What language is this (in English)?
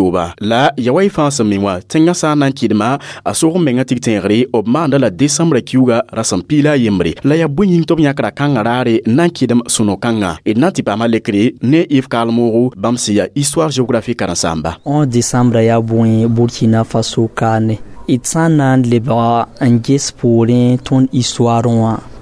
Mossi